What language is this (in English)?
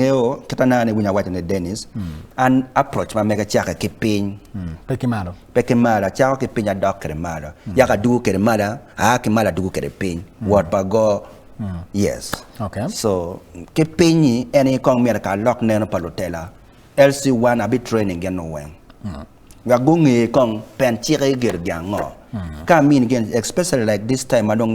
Acoli